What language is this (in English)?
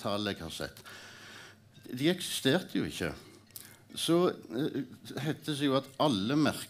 Norwegian